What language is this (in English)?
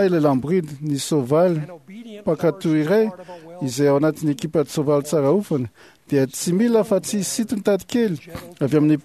Malagasy